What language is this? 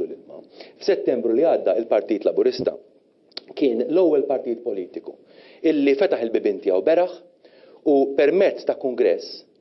Maltese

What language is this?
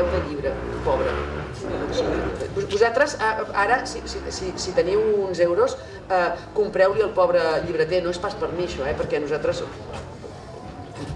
Catalan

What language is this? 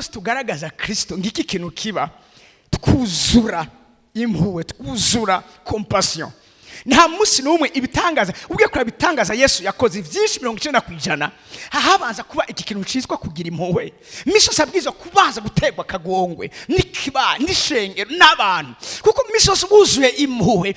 Rundi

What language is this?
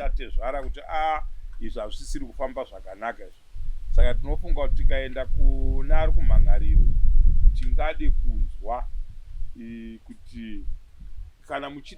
Shona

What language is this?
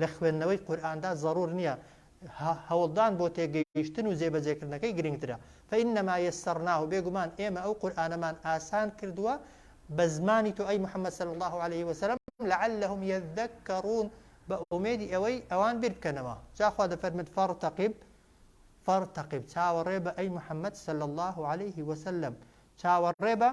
Central Kurdish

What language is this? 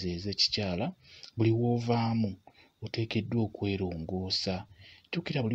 Ganda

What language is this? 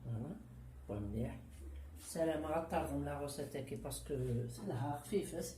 Kabyle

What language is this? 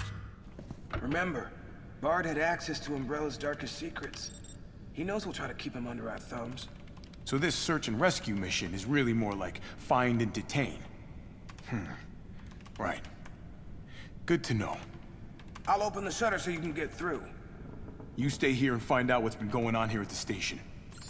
English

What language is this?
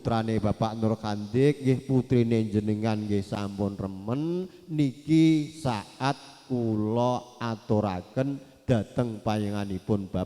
Javanese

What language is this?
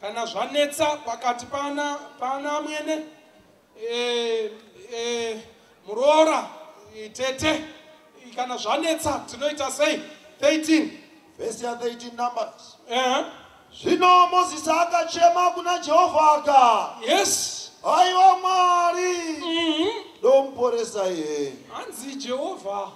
Shona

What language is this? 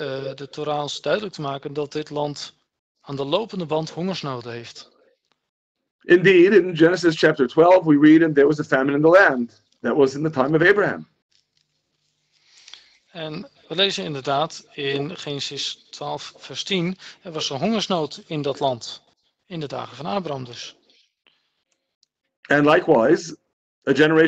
Dutch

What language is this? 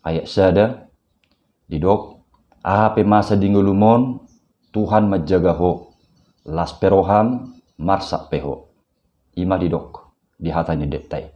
Batak Toba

